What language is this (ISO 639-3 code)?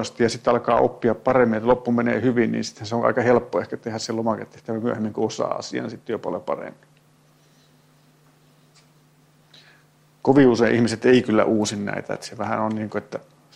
fin